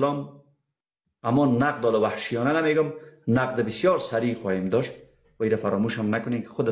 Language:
Persian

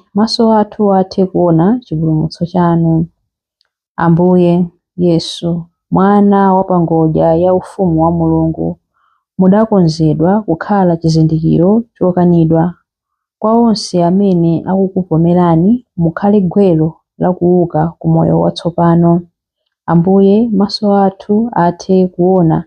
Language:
Nyanja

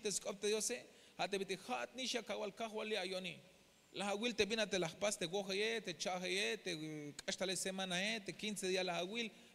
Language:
Tzeltal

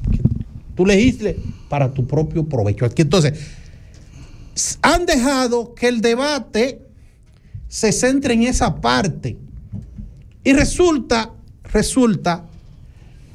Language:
Spanish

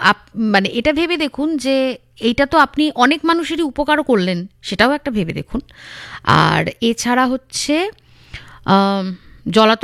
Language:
Bangla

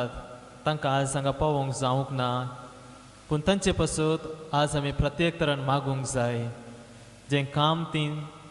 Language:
Konkani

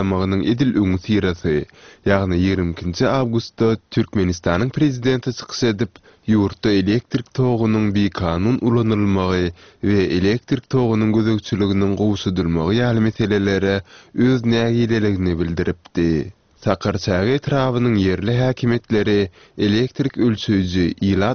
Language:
Turkmen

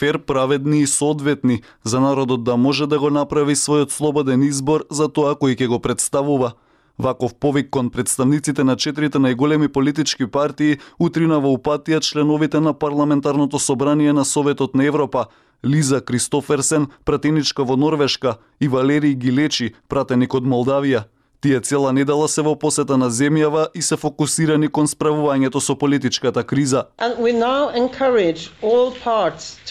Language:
Macedonian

